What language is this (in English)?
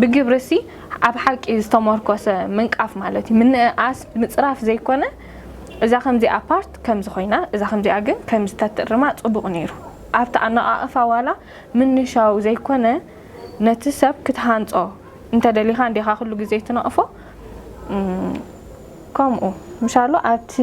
Tigrinya